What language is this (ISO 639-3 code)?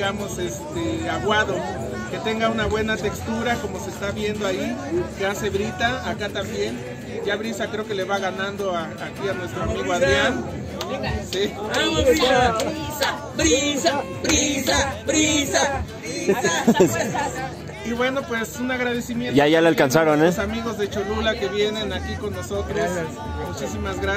spa